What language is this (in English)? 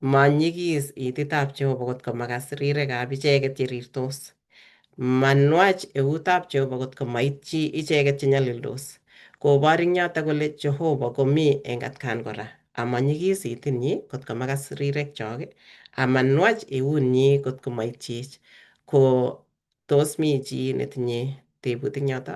Kalenjin